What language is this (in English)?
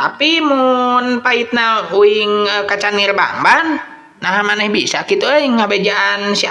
Sundanese